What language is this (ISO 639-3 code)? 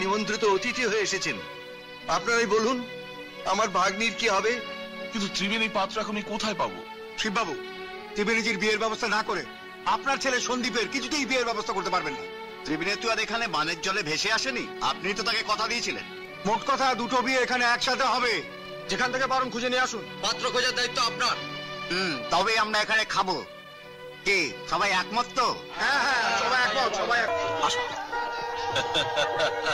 ben